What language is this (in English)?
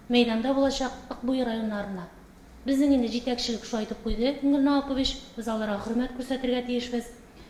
Tatar